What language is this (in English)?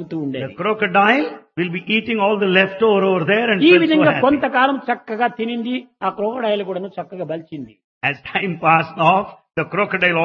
Telugu